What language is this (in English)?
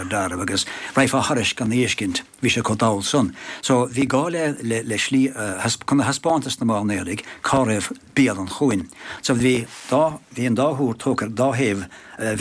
Irish